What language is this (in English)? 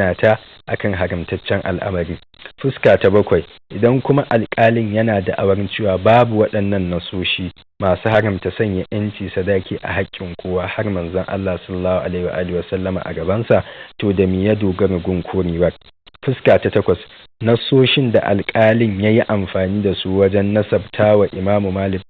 Hausa